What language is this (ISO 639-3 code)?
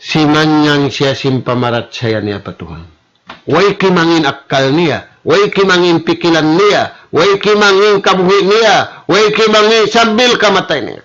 tsg